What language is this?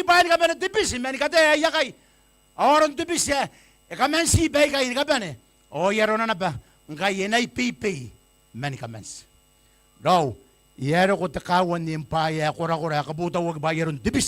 Gilbertese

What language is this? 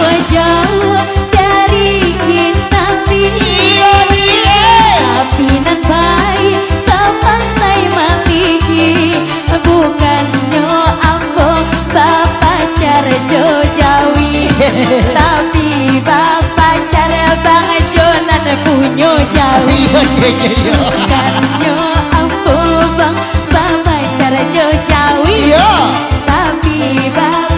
Minangkabau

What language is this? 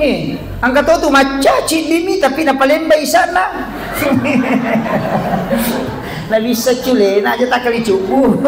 Buginese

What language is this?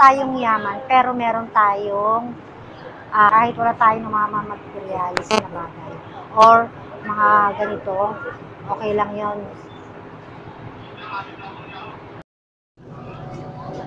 Filipino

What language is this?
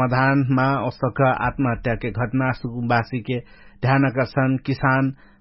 Dangaura Tharu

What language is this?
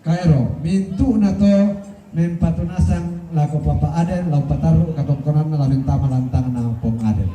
Toraja-Sa'dan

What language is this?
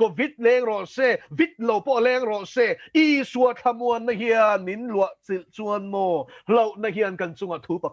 Mizo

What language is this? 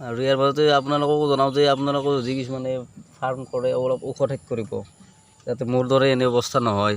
Assamese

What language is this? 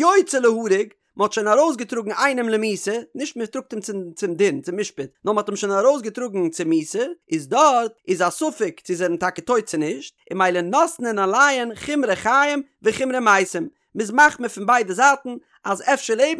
Yiddish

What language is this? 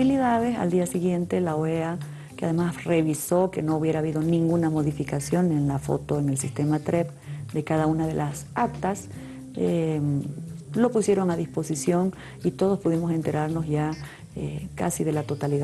Spanish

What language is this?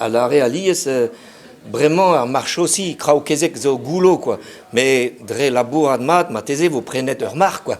Breton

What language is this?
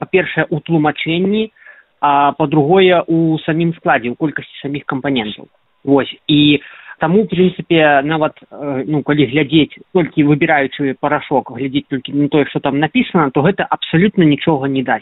Belarusian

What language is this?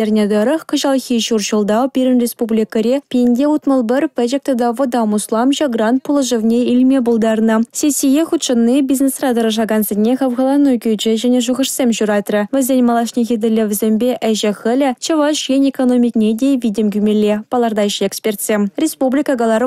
Chuvash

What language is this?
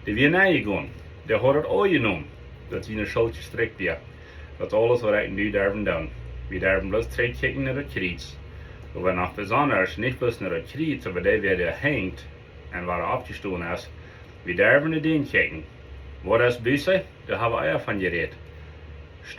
Plautdietsch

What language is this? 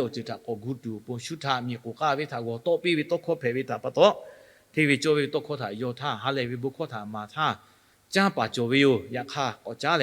Lahu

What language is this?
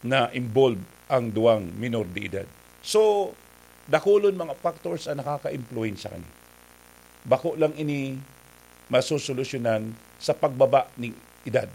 Bikol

